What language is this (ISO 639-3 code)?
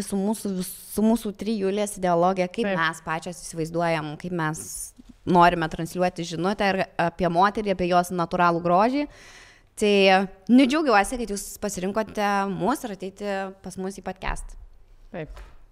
lit